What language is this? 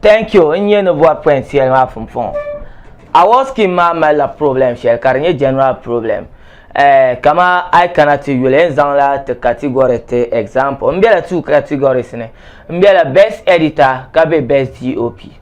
Dagbani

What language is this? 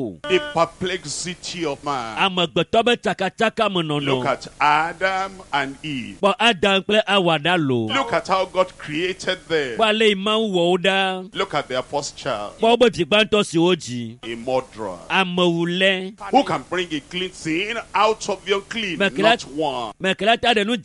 Ewe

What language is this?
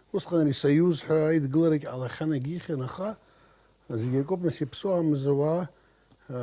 Abkhazian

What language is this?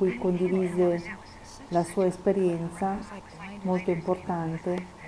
Italian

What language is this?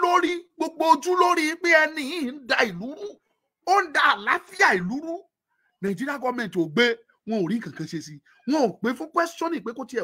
Yoruba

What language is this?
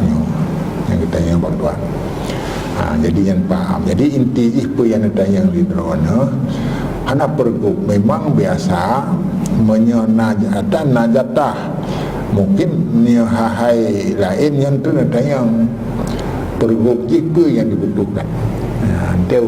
Achinese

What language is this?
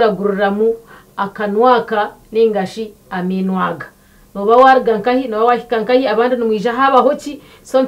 Nyankole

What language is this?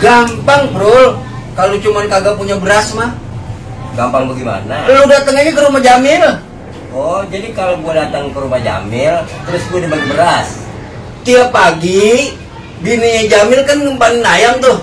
Betawi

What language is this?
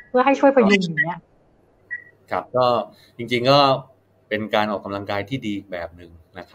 Thai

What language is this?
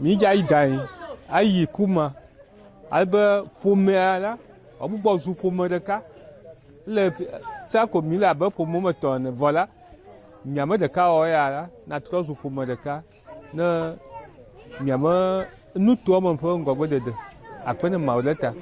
Ewe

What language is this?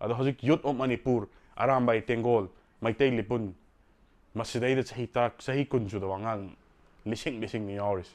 Manipuri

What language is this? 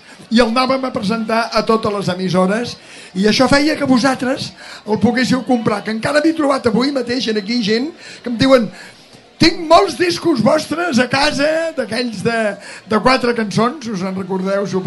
Catalan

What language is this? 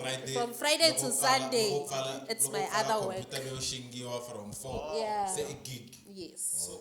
Tsonga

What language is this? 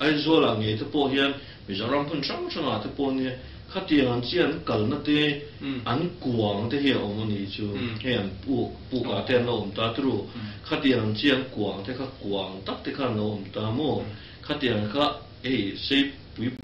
Mizo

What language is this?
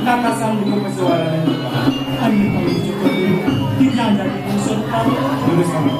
Balinese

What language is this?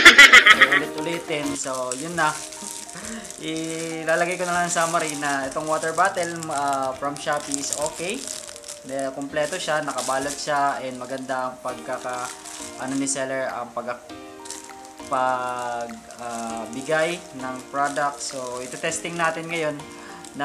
Filipino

